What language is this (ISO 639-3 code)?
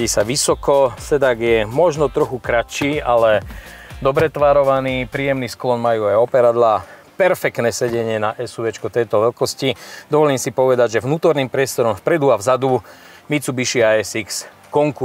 slk